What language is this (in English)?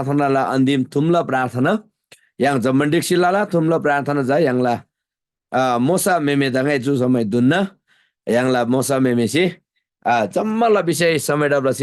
Eastern Tamang